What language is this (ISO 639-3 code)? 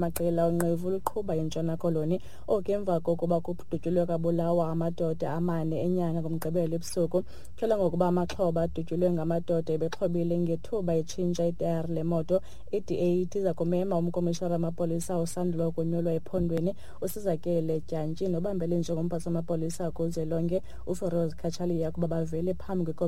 xho